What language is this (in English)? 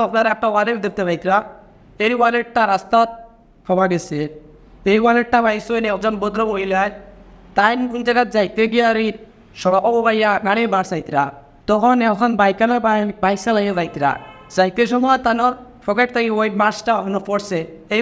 Sylheti